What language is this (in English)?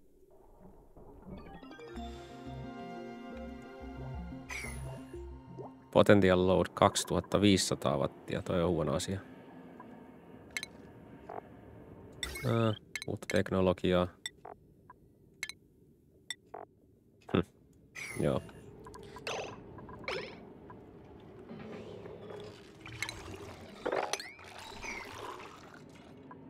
Finnish